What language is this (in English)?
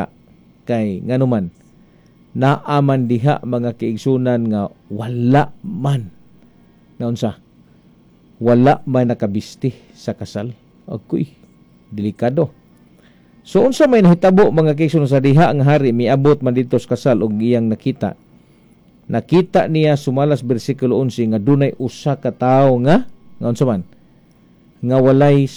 Cebuano